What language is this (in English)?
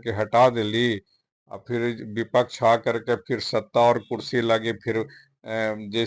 Magahi